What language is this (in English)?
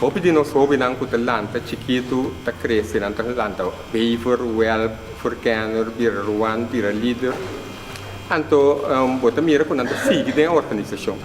Papiamento